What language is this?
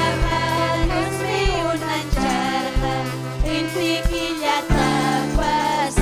Ayacucho Quechua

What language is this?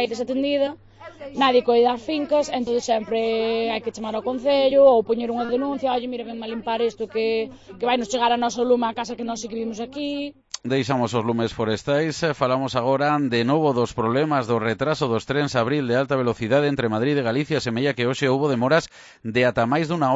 Galician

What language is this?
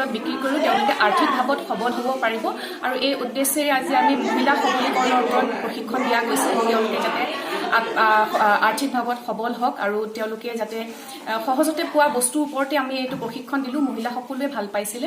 Assamese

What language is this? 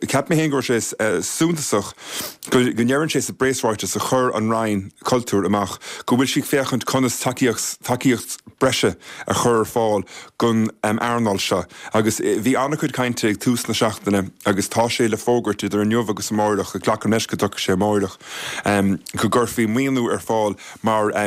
Irish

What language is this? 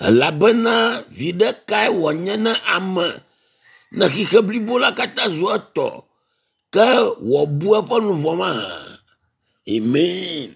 Ewe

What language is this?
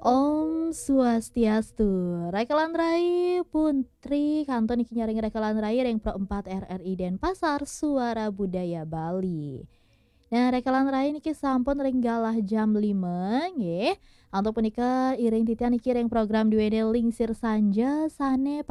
Balinese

